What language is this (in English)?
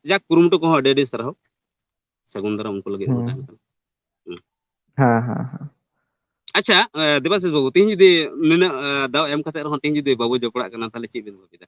Santali